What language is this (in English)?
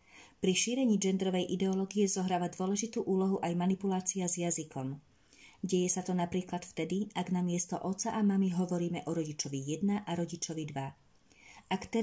Slovak